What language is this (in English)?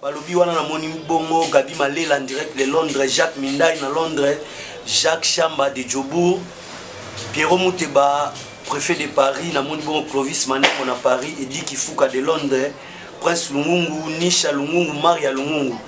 Lingala